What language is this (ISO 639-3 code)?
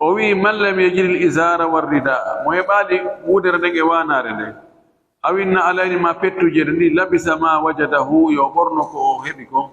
ful